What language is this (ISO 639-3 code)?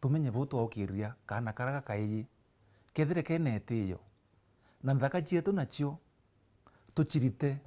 mer